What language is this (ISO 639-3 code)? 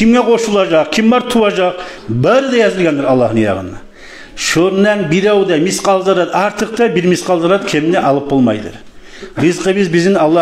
kum